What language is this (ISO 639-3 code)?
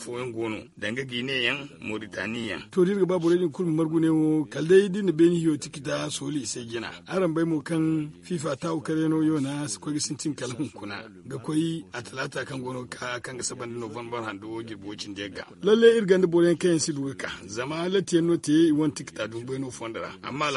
dje